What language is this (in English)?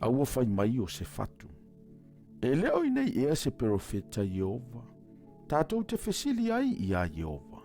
Samoan